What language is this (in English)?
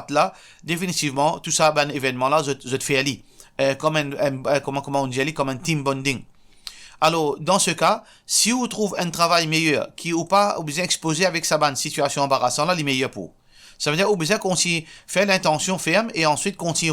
Morisyen